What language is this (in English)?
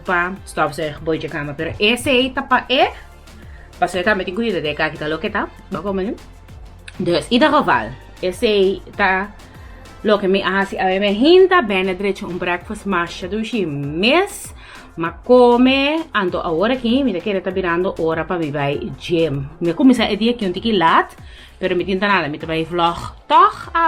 Papiamento